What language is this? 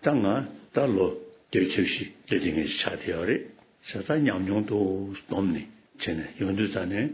Tibetan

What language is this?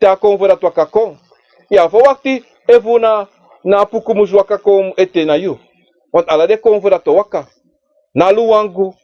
Sranan Tongo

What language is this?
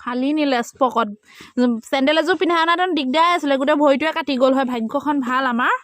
Assamese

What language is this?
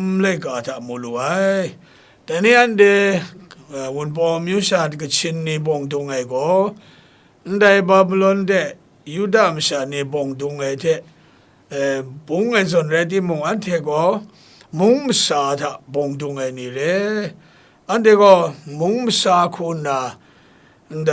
Kachin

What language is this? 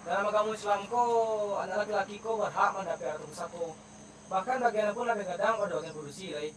Minangkabau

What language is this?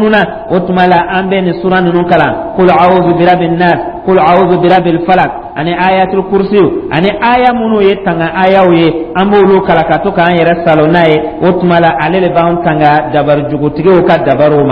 Dyula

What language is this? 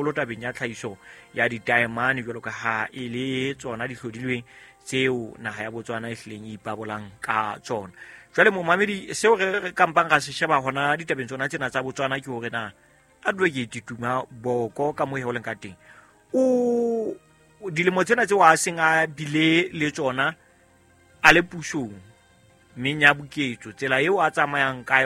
Southern Sotho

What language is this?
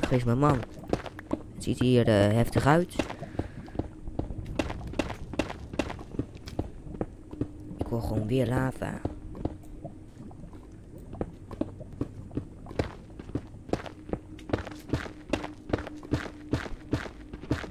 Dutch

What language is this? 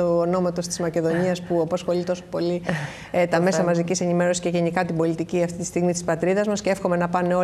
Greek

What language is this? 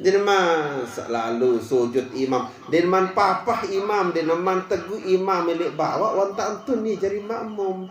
Sasak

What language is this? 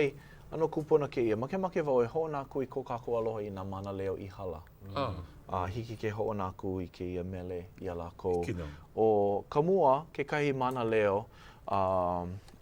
Hawaiian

